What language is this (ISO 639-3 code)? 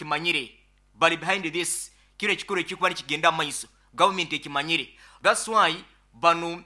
nyo